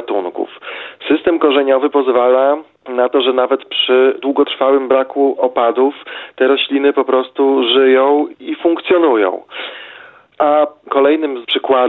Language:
Polish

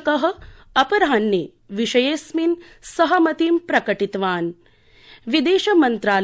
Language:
Sanskrit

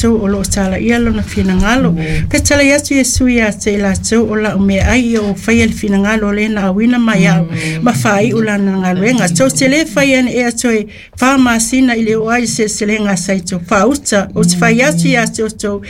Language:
Samoan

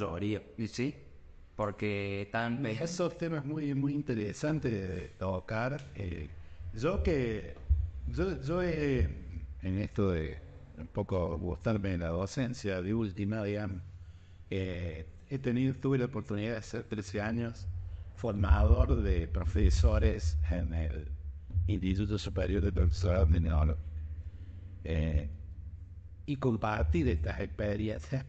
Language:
Spanish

